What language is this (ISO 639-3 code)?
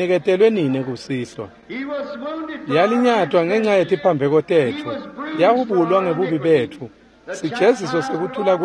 ssw